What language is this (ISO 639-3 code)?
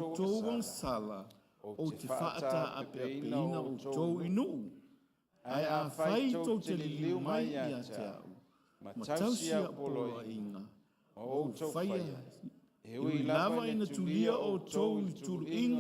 smo